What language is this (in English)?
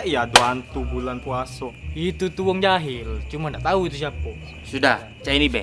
Musi